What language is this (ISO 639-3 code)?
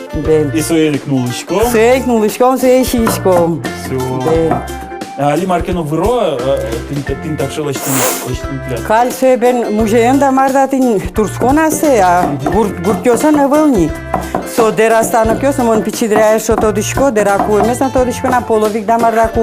udm